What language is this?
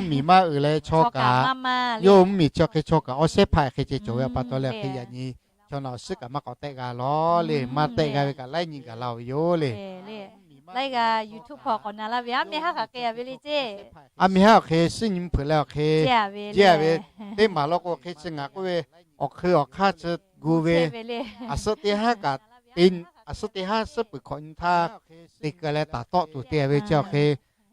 Lahu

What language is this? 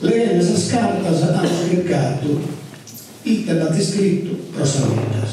Sardinian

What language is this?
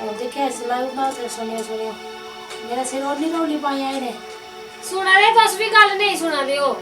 Dogri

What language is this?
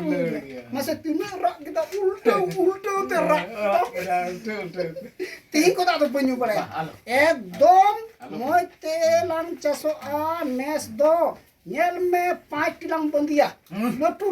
Santali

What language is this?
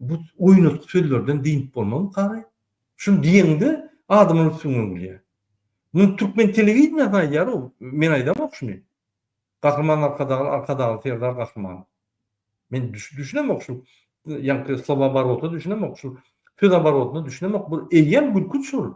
Turkmen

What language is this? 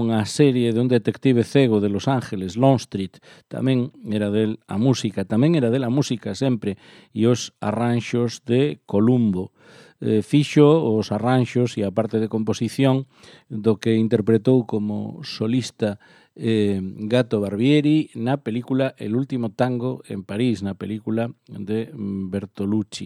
Galician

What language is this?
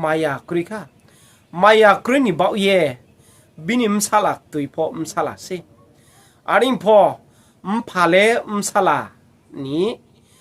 Riang (India)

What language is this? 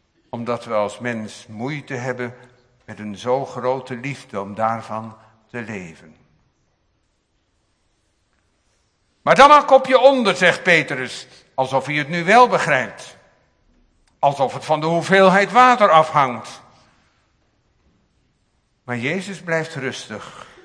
Dutch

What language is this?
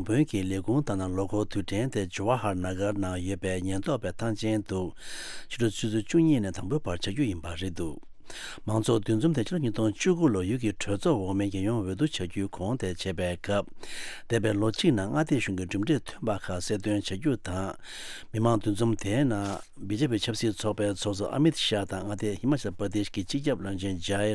Tibetan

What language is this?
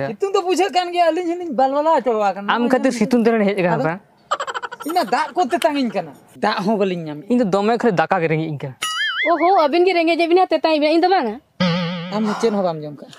Santali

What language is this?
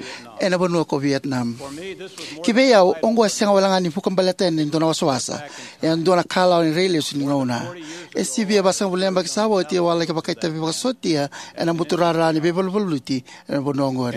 Fijian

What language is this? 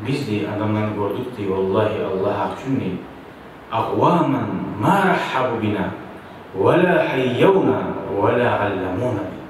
Kumyk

